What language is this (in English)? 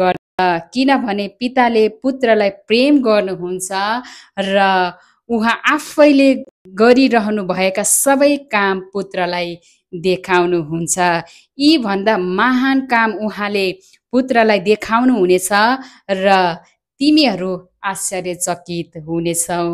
Nepali